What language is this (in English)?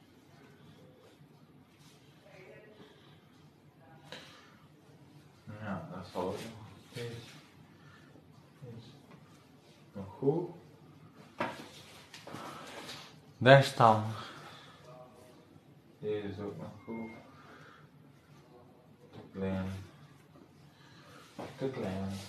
Dutch